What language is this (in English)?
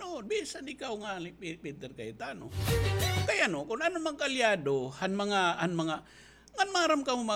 Waray